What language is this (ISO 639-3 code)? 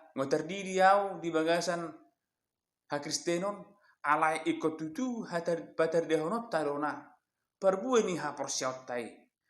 bbc